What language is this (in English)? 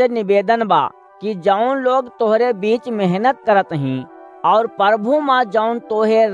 Awadhi